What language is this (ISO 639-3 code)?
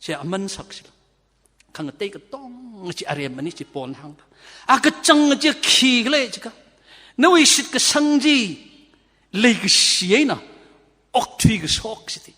nmf